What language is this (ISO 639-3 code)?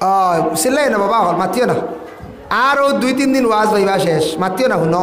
syl